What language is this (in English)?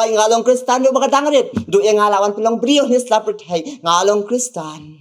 Khasi